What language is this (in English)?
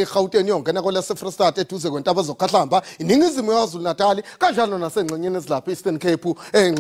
Zulu